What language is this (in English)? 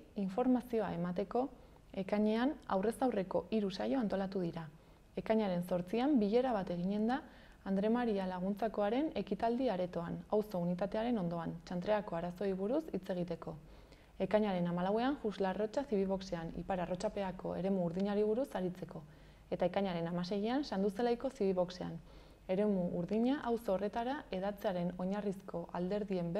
Basque